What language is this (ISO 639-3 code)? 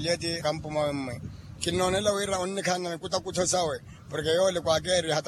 vmw